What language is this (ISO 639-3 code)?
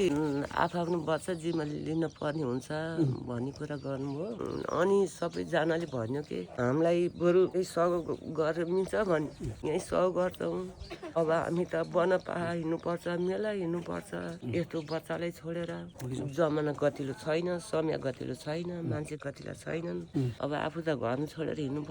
nep